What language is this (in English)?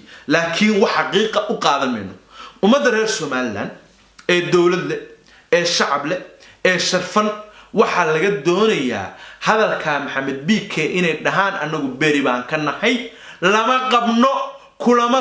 Somali